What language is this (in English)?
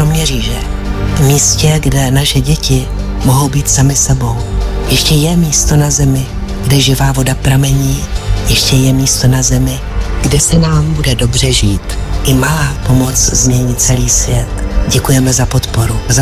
Czech